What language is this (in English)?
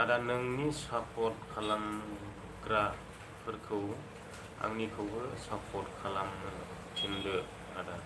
Bodo